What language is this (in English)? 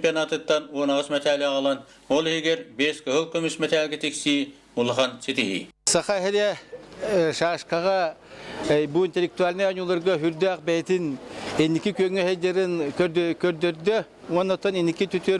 Yakut